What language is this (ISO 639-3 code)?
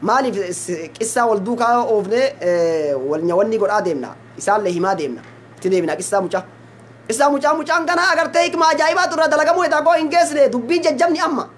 orm